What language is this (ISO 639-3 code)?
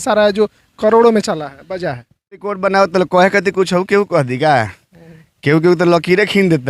bho